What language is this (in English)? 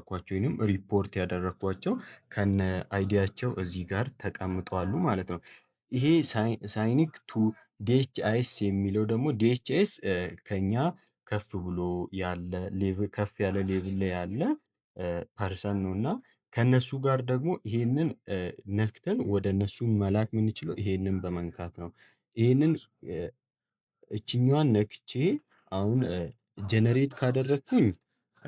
Amharic